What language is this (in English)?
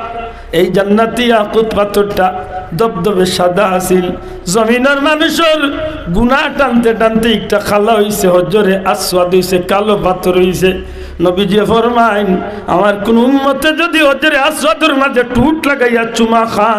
Sylheti